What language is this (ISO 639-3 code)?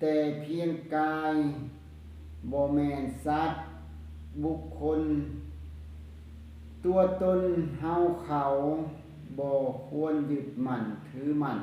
lao